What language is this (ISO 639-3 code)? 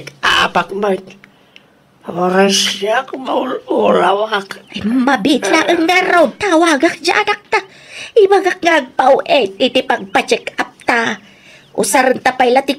ilo